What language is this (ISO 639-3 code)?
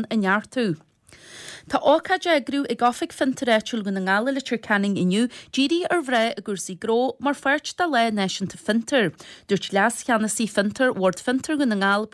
gle